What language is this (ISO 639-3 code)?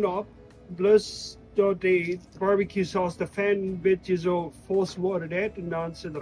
pdt